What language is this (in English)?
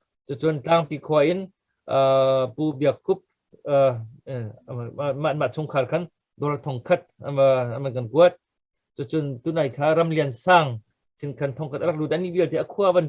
Hakha Chin